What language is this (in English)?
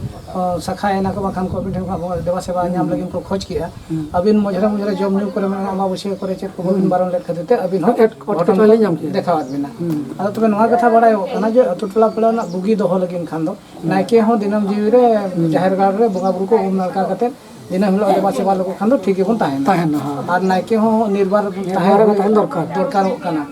Santali